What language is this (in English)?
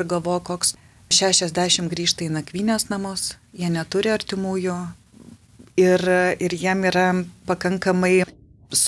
Lithuanian